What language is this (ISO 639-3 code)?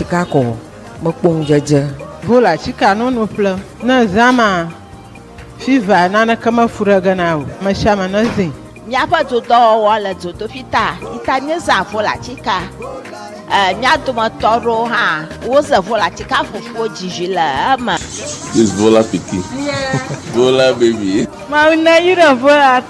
ewe